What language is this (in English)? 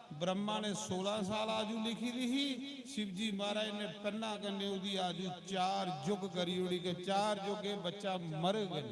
Dogri